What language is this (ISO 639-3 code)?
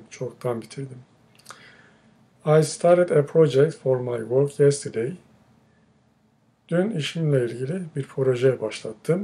tur